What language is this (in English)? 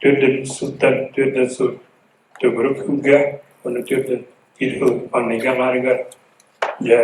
Yakut